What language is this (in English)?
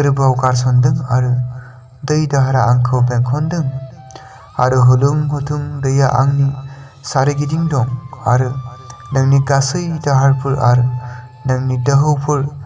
Bodo